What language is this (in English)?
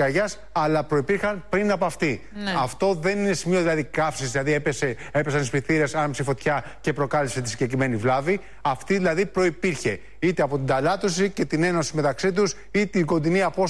Greek